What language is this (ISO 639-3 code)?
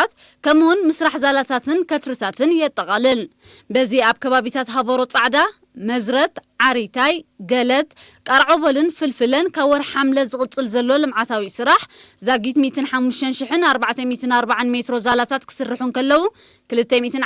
tir